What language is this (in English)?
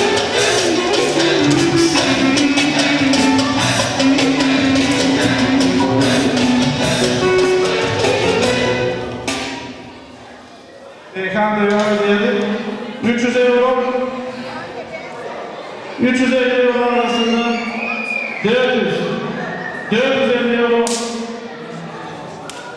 Turkish